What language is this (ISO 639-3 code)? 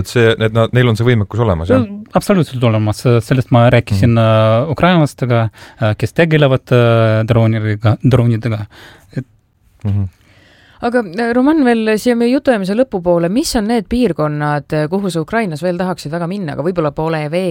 est